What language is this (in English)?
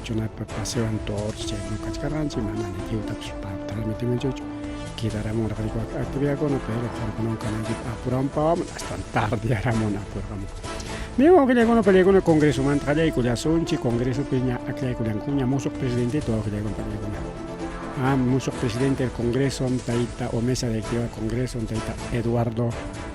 Ayacucho Quechua